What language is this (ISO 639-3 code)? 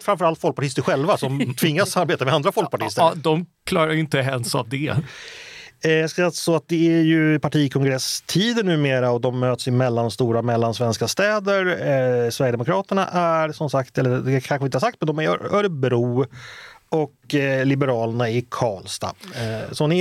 swe